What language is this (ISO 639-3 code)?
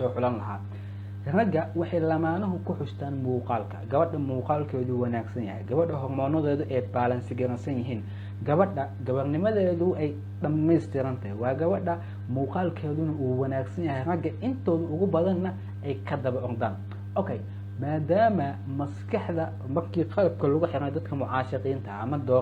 som